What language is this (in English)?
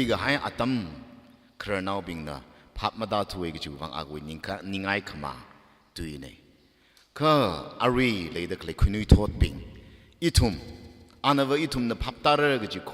Tangkhul Naga (India)